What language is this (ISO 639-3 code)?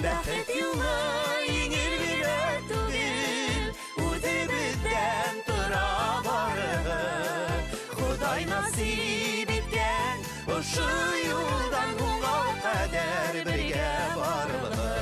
bak